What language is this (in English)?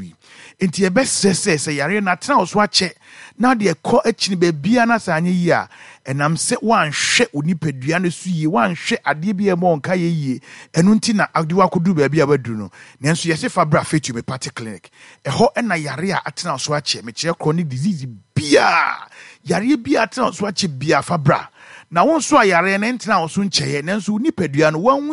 Akan